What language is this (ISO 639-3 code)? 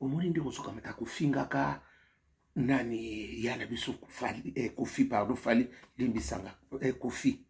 lin